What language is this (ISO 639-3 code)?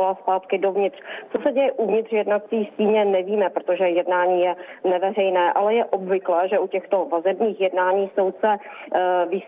ces